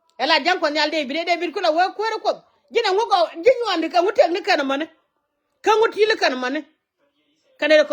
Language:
Nuer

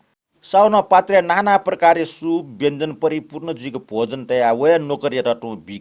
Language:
Newari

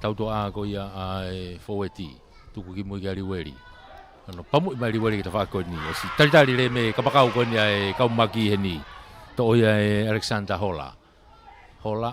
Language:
Tongan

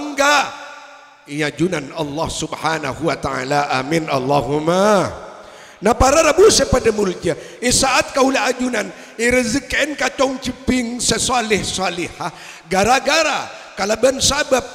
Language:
Madurese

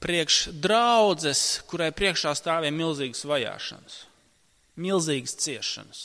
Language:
Latvian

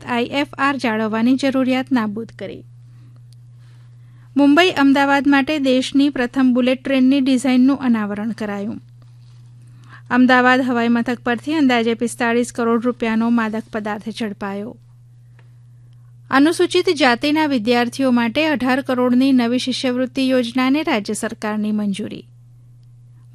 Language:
Gujarati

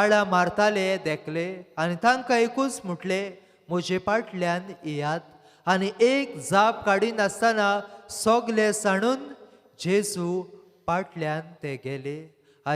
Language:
Konkani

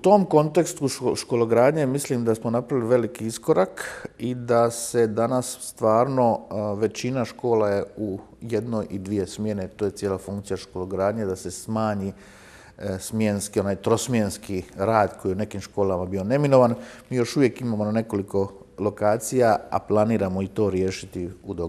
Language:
Croatian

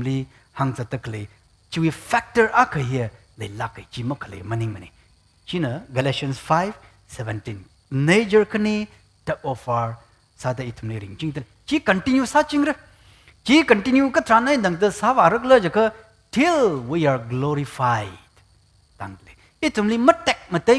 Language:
Tangkhul Naga (India)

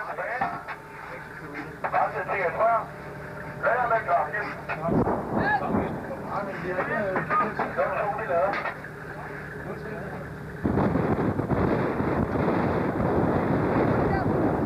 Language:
Danish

